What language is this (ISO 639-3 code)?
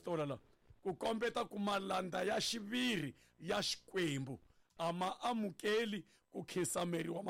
tso